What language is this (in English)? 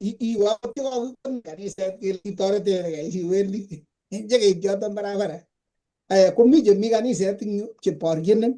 Kalenjin